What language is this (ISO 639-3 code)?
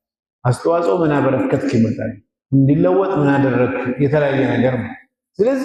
amh